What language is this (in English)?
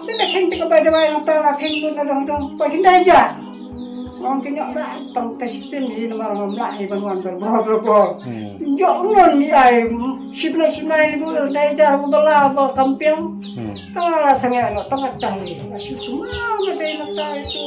Khasi